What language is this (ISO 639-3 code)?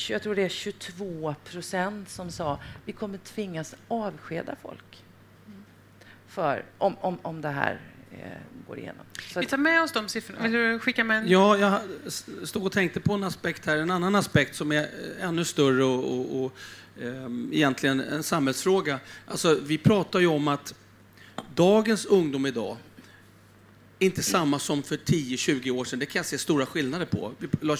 swe